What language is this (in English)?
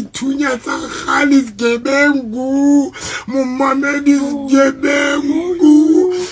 Southern Sotho